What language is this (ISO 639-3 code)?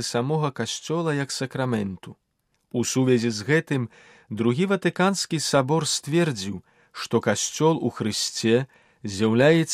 bel